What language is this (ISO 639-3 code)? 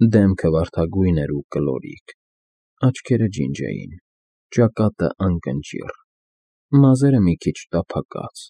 hye